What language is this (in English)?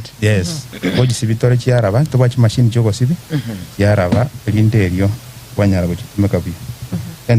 Gusii